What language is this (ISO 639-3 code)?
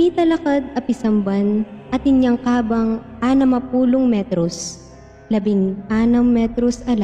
pam